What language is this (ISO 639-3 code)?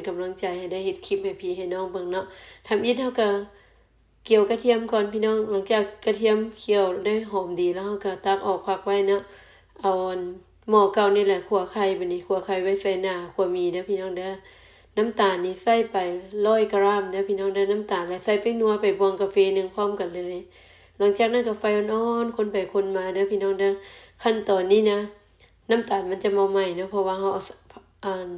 lao